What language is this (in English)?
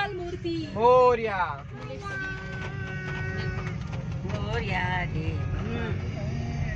Marathi